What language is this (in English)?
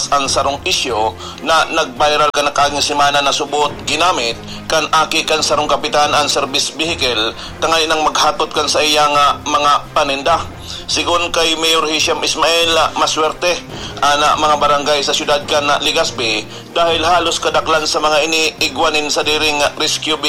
Bikol